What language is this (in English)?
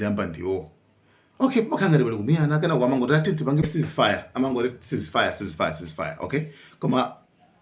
Nyanja